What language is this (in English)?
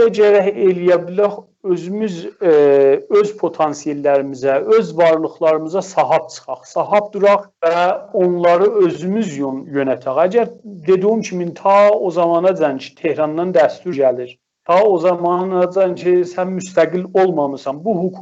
South Azerbaijani